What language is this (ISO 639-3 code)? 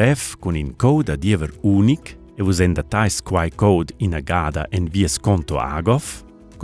roh